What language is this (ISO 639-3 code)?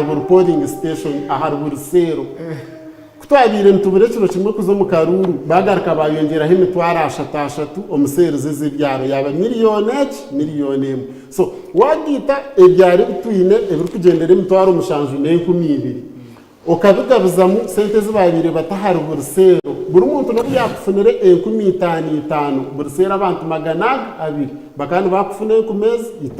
nyn